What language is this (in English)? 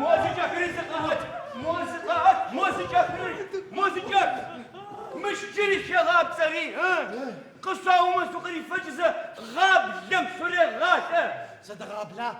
Adyghe